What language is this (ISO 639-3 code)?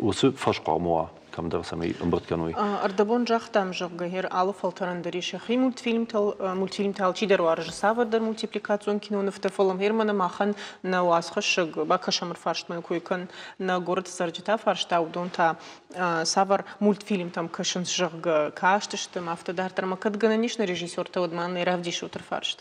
oss